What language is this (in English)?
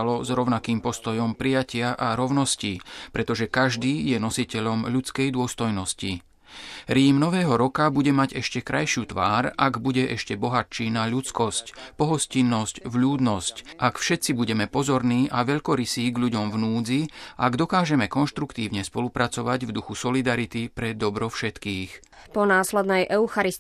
Slovak